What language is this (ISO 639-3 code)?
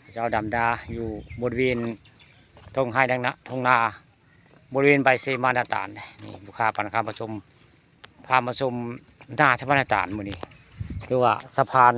tts